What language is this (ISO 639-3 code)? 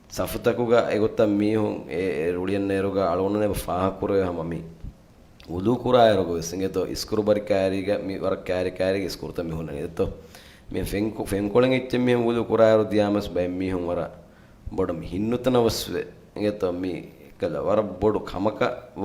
div